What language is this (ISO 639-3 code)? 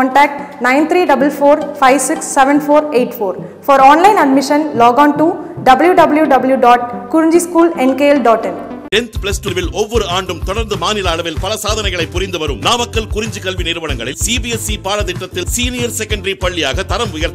tam